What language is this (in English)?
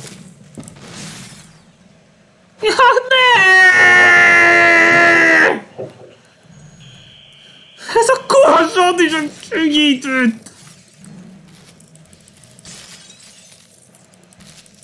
Hungarian